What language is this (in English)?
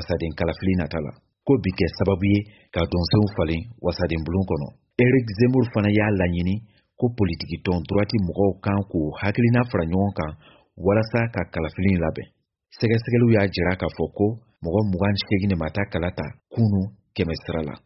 Bambara